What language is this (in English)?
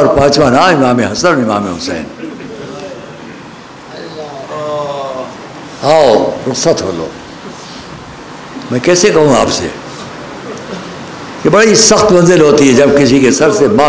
Urdu